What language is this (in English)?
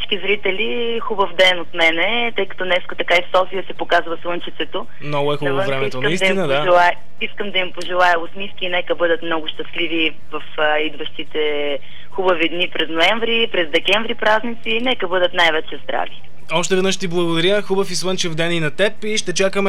Bulgarian